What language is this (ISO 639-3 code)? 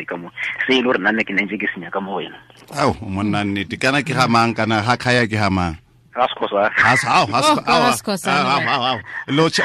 tsn